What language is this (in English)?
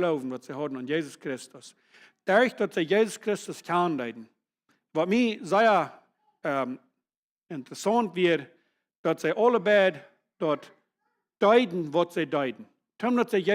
Plautdietsch